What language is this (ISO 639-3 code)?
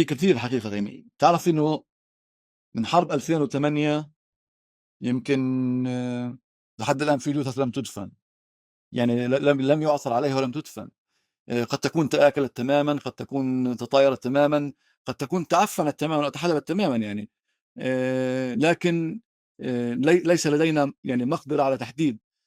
apc